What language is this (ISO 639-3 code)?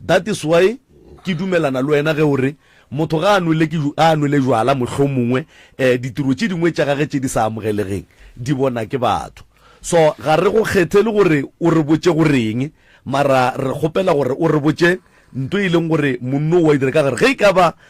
nso